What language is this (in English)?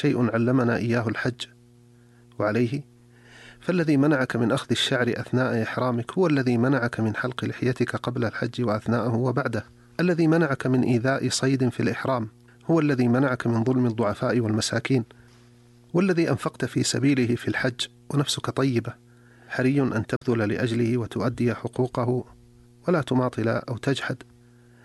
Arabic